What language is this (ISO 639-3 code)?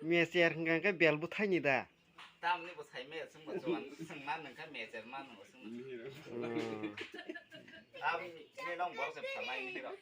trp